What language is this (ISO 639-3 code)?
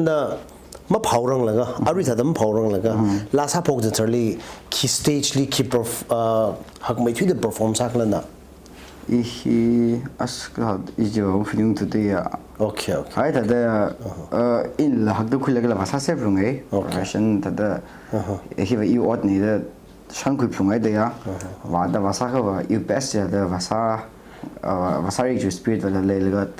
nmf